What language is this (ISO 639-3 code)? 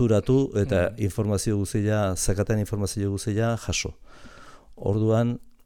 eus